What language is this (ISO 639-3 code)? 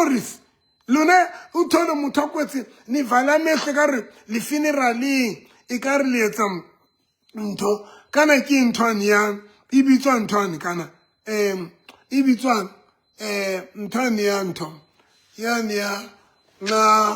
sot